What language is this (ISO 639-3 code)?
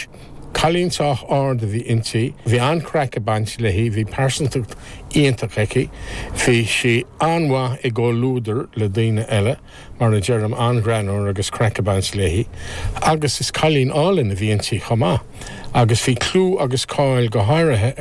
gle